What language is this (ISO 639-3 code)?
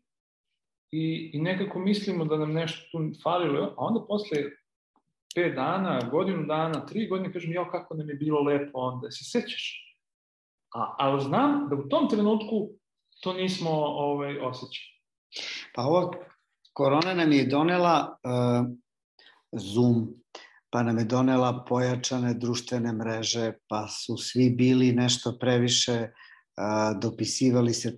srp